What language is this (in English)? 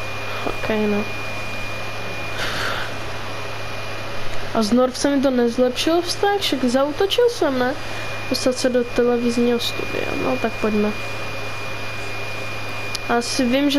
Czech